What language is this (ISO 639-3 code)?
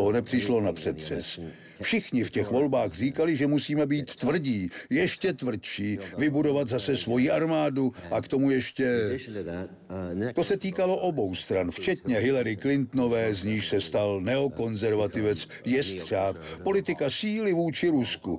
ces